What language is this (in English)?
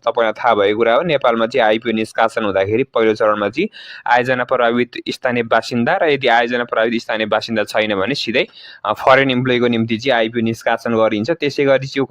Nepali